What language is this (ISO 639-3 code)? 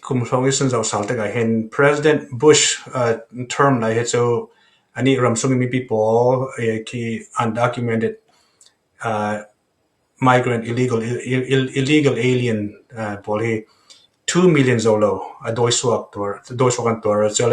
cfm